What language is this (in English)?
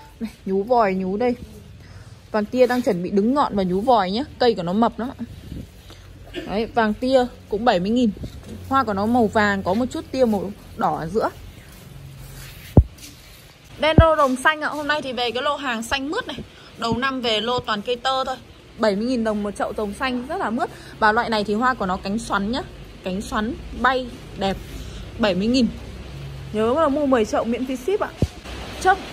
Vietnamese